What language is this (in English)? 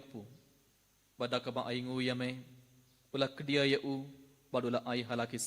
Khasi